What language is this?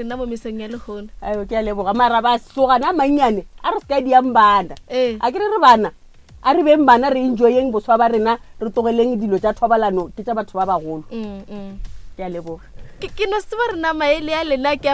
Northern Sotho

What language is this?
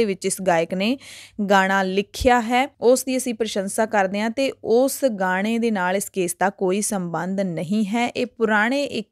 Punjabi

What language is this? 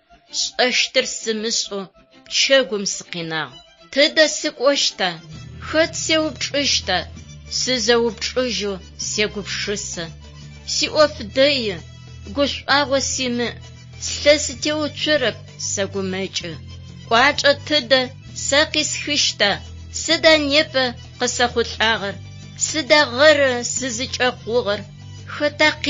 Adyghe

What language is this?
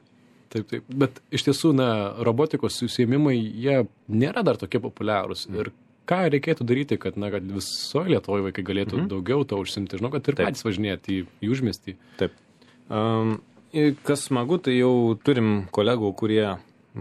Lithuanian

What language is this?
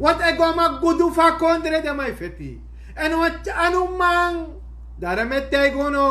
Sranan Tongo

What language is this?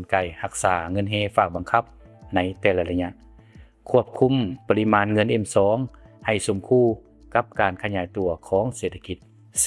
Lao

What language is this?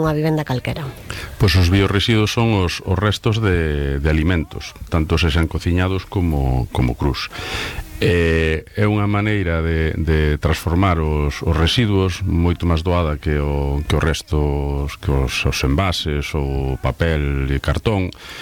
Galician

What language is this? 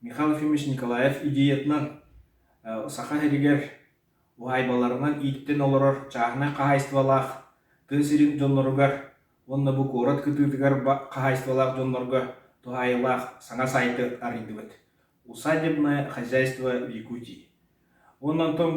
Yakut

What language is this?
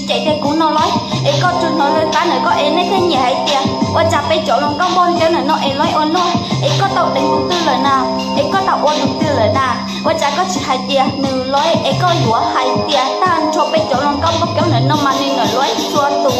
Hmong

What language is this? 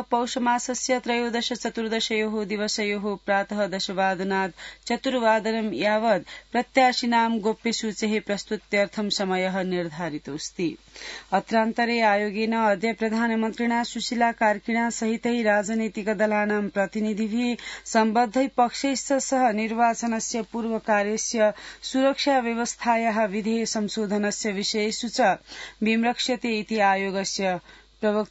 Sanskrit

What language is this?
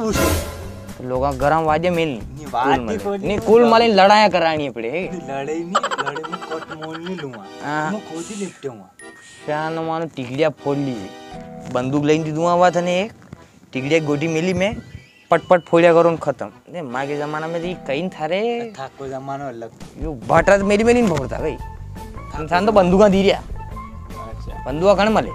Rajasthani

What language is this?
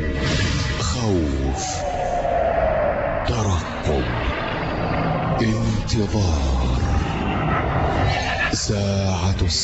Arabic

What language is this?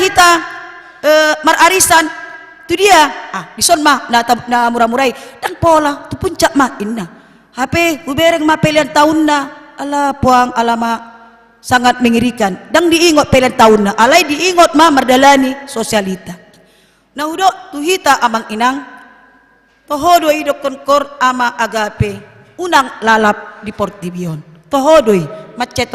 Batak Toba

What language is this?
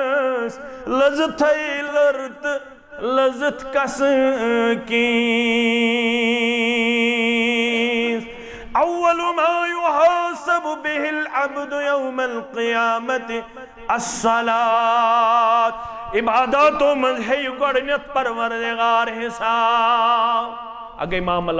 Kashmiri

